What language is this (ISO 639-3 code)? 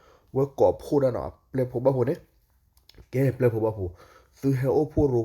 ksw